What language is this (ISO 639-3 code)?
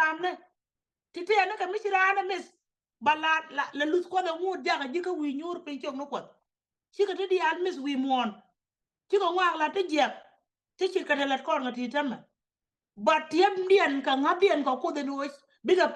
nus